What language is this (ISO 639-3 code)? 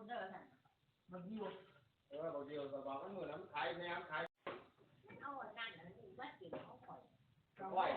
lao